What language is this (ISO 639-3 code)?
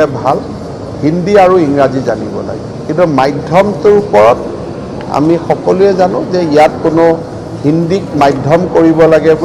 asm